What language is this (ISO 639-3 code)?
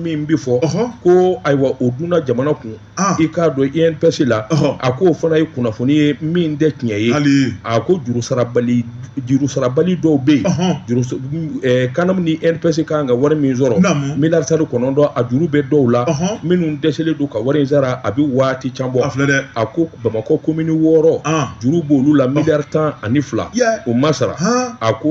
bam